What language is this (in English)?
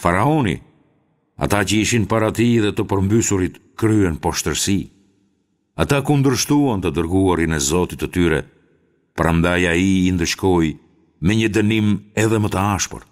Albanian